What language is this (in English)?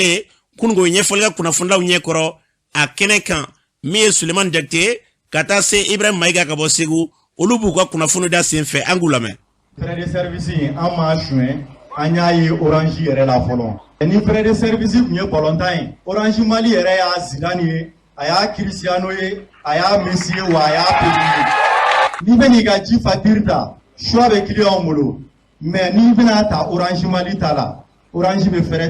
Bambara